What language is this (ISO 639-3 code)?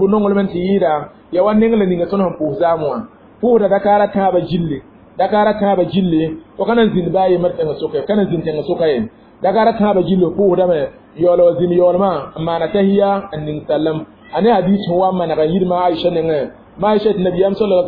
mos